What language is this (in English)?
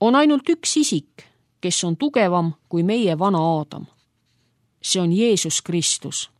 Estonian